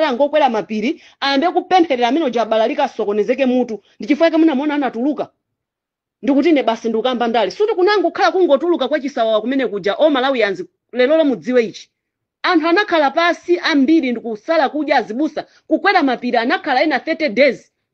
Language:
Nyanja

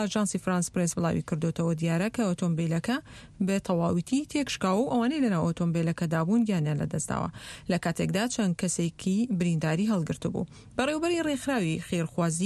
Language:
Central Kurdish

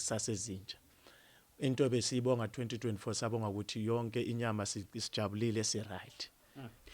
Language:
Zulu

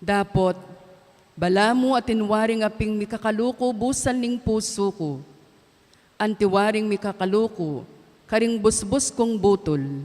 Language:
Pampanga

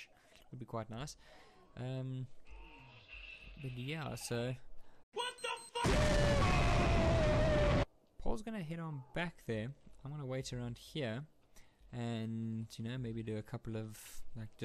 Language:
English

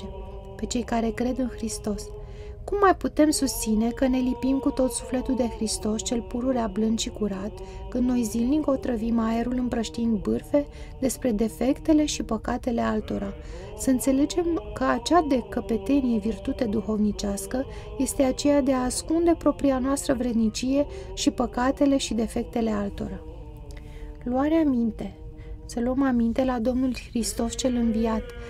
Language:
Romanian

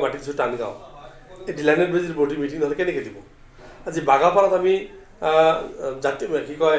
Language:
Assamese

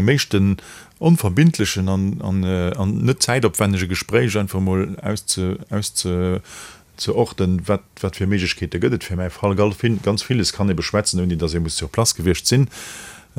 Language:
Luxembourgish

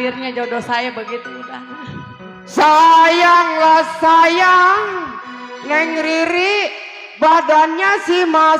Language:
Betawi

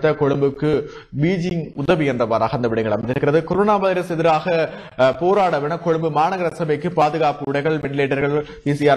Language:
Tamil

